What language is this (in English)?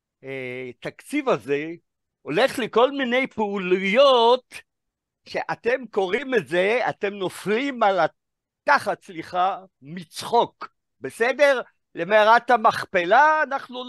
Hebrew